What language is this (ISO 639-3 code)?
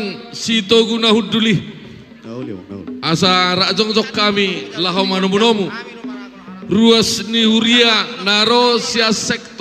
bbc